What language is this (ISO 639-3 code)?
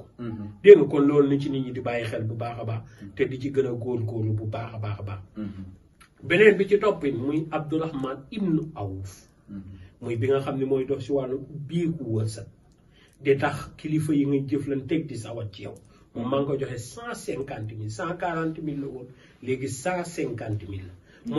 wol